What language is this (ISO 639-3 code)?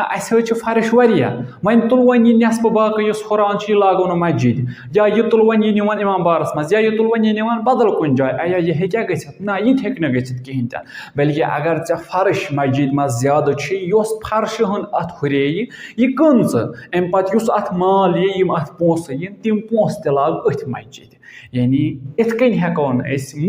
kas